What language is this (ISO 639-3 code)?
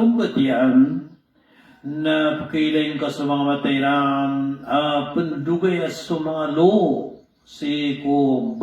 mrw